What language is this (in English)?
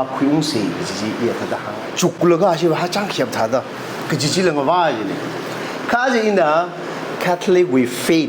Tangkhul Naga (India)